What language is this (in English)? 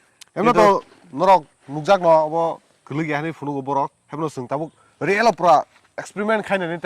Kok Borok